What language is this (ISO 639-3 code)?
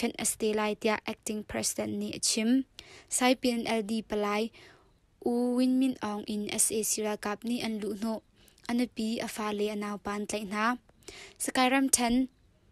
cnh